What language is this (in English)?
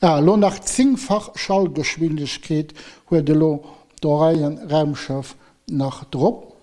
Luxembourgish